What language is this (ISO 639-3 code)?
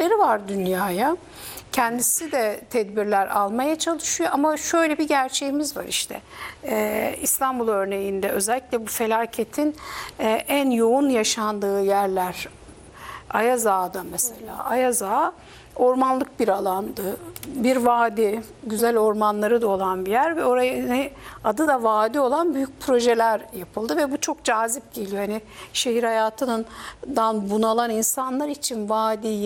tur